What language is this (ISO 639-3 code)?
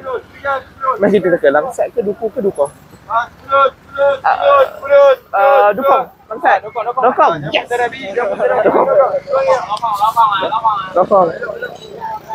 msa